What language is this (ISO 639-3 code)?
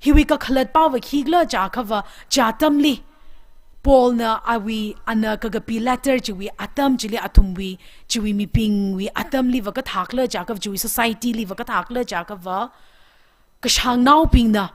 nmf